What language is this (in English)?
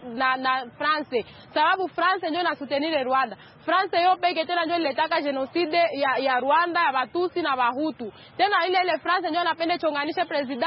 Swahili